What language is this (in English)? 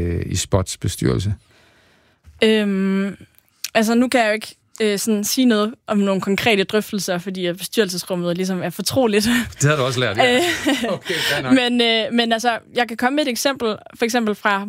Danish